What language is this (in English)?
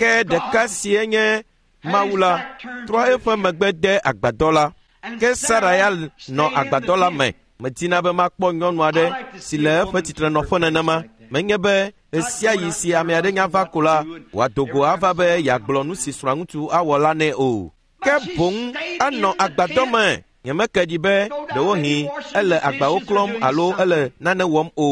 Ewe